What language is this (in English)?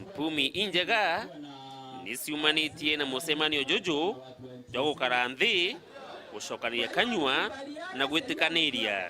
Meru